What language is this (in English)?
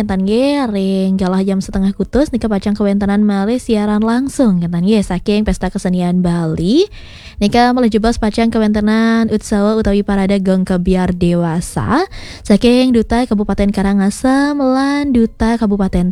Balinese